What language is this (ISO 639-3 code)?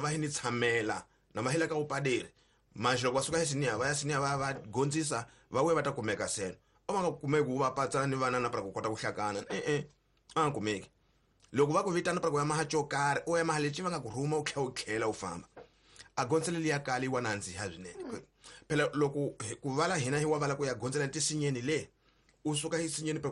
tso